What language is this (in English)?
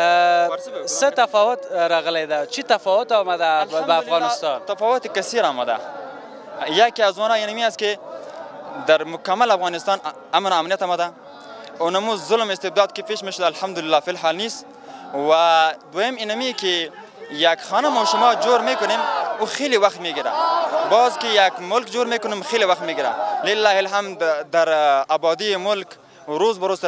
Persian